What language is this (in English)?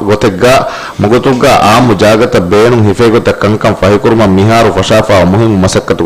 Divehi